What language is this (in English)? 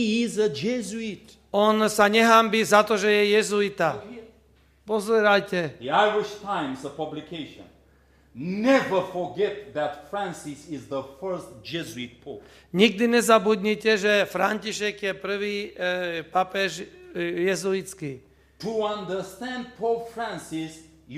Slovak